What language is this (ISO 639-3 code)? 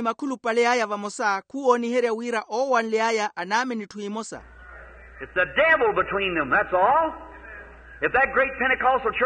vmw